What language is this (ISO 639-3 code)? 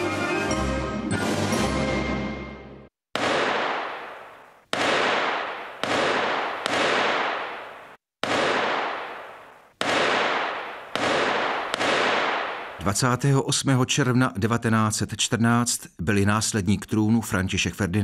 ces